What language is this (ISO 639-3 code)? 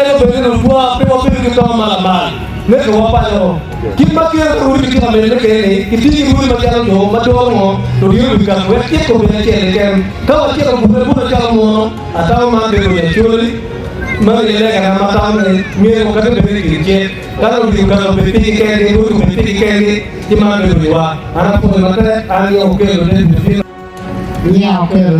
ach